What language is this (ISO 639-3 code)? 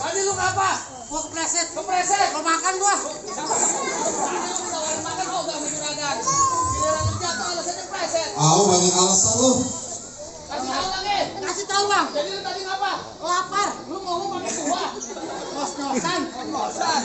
bew